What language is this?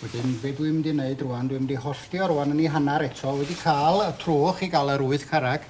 Welsh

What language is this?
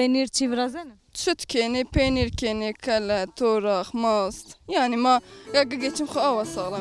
Zaza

